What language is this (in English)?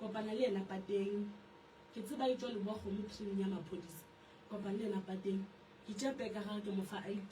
Northern Sotho